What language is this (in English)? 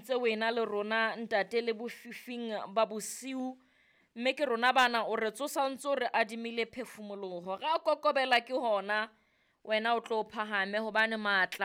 Southern Sotho